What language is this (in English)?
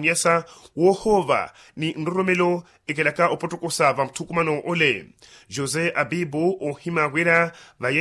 Makhuwa